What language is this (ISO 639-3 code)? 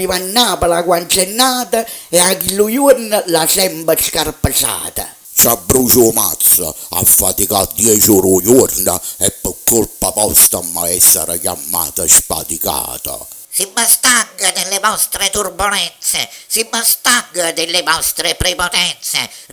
nap